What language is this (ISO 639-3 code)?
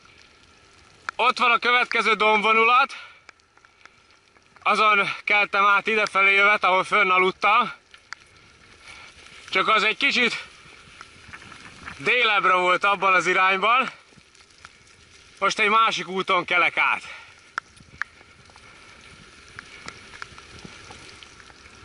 hun